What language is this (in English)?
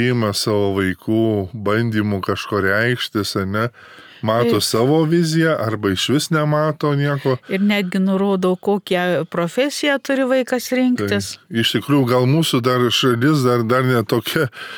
Lithuanian